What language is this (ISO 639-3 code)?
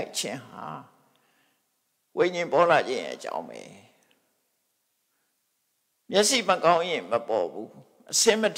mya